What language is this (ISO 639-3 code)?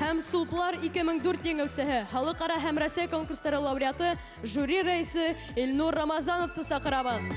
bak